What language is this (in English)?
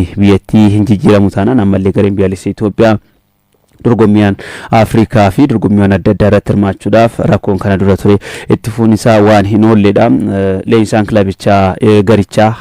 Oromo